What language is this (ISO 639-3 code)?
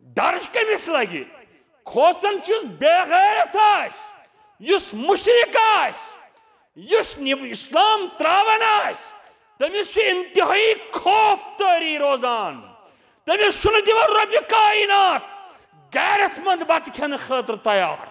kas